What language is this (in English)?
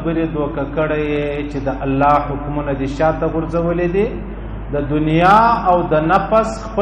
Pashto